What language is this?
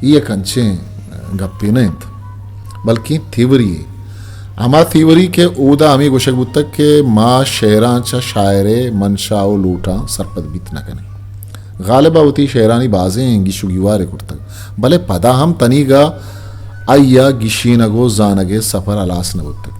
Eastern Balochi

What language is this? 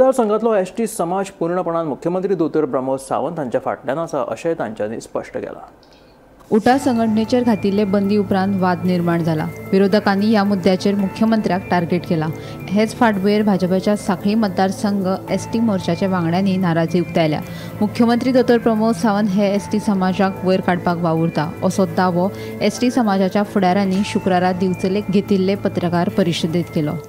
Konkani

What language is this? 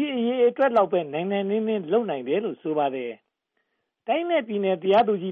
Burmese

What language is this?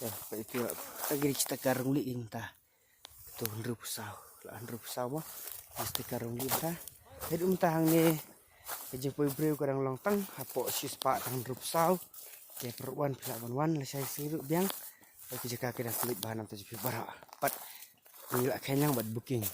Khasi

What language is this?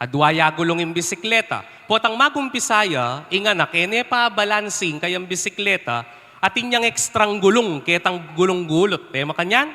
Pampanga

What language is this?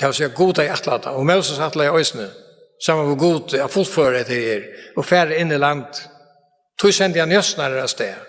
Faroese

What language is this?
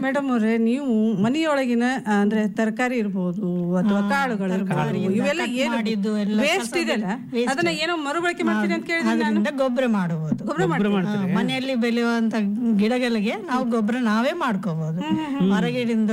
Kannada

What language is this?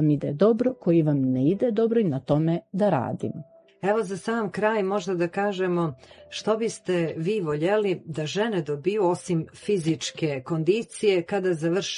Croatian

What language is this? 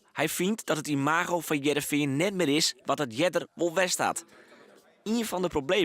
Western Frisian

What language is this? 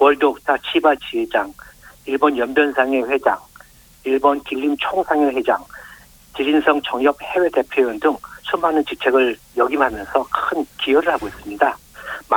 Korean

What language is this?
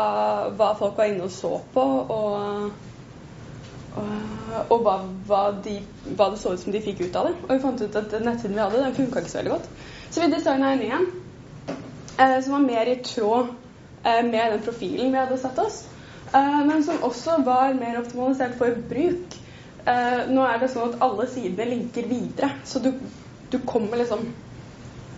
Norwegian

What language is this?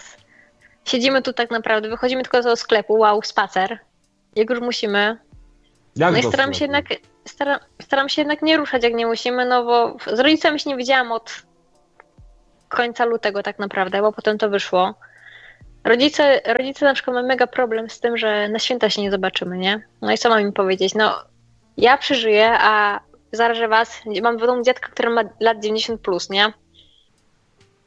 Polish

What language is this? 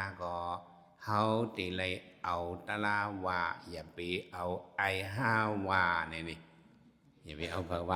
Shan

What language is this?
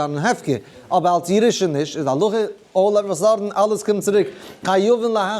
Yiddish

